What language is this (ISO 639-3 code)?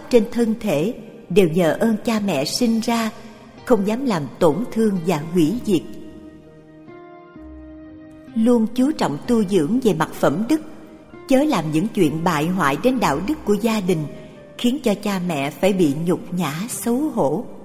vie